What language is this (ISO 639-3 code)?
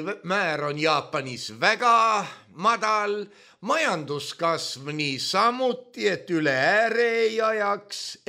est